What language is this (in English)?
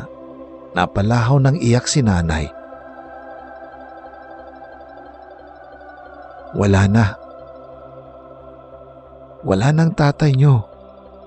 Filipino